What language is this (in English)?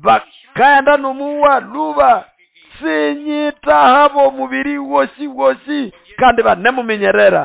Nande